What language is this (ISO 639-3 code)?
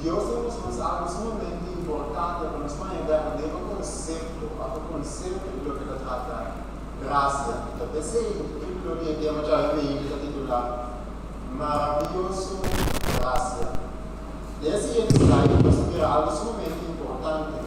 pap